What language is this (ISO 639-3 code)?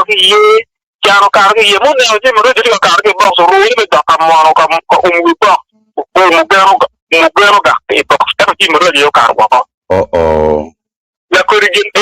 ach